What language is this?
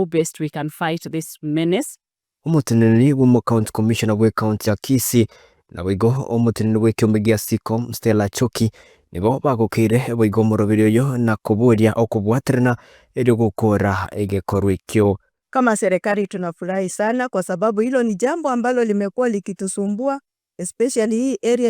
Gusii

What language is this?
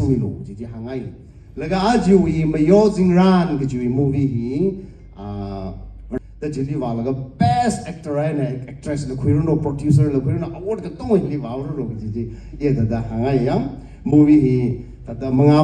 Tangkhul Naga (India)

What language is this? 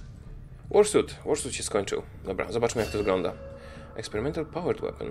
Polish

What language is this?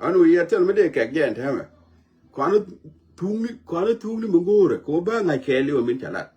Nuer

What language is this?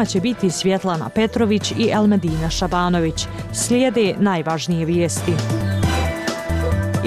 Bosnian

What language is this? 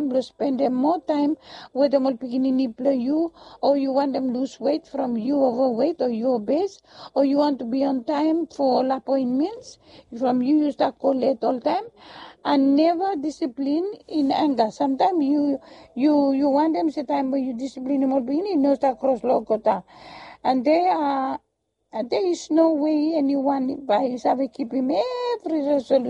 Bislama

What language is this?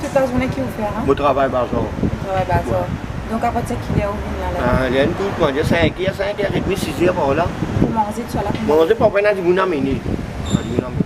Morisyen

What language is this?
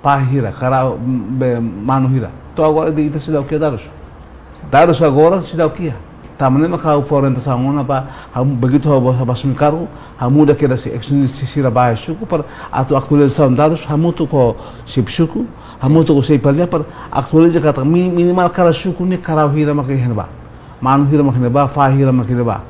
Tetum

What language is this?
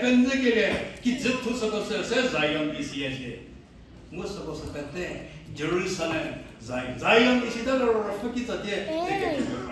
Angami Naga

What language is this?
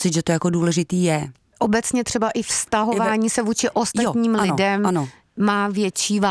Czech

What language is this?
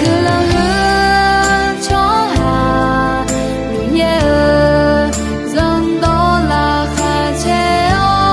Akha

